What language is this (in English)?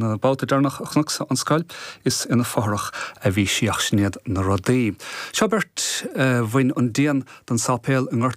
Irish